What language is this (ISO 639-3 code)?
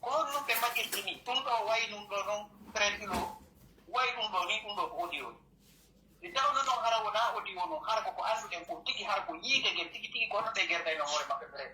fuf